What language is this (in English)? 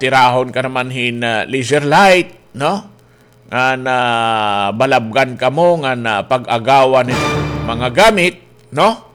Waray